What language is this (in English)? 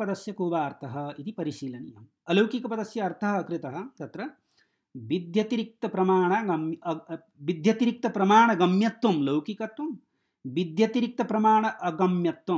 Sanskrit